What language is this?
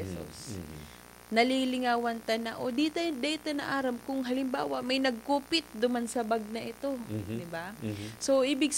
Bikol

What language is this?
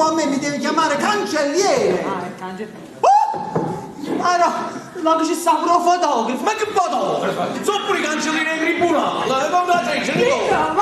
Neapolitan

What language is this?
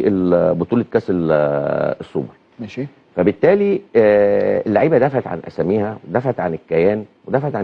Egyptian Arabic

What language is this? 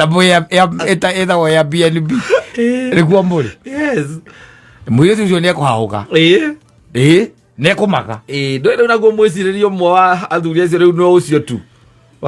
Kikuyu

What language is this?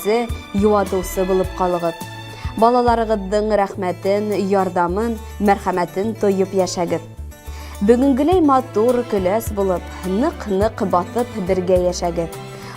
Bashkir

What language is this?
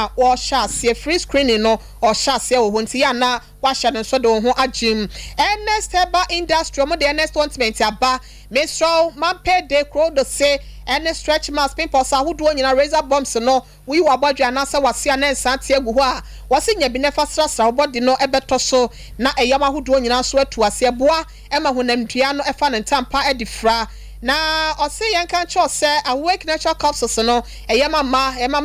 Akan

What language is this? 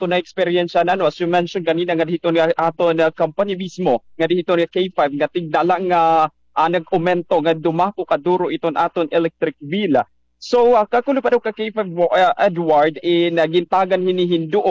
Waray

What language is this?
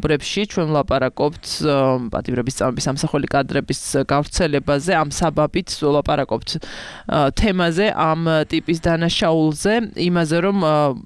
Georgian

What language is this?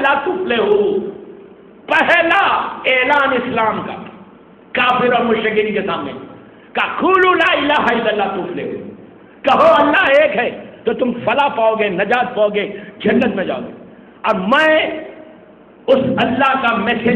Urdu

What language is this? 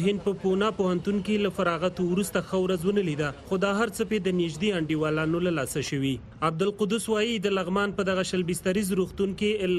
Pashto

